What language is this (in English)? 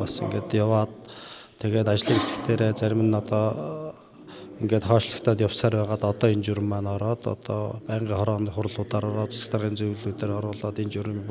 Mongolian